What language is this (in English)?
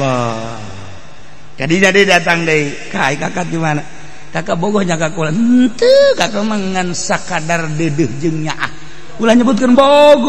Sundanese